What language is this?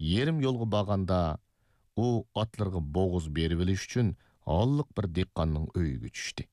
Uyghur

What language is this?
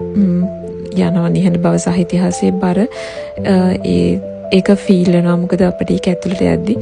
Sinhala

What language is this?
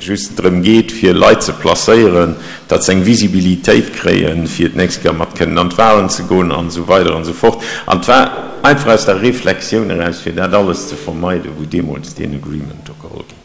Luxembourgish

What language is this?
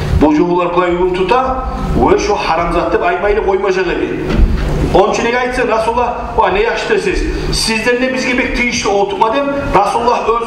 Kumyk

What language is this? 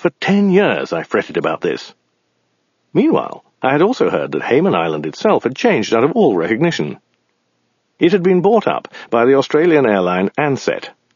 English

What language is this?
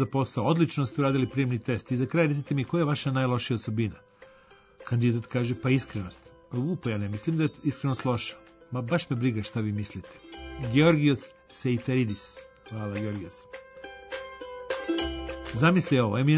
Serbian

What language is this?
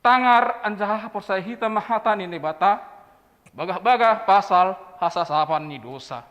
Batak Simalungun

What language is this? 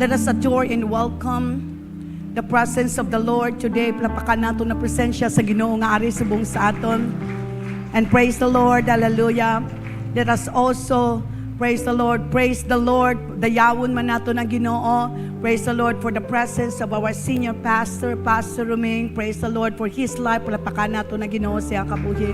Hiligaynon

